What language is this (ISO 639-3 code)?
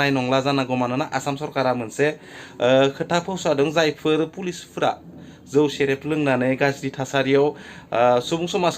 brx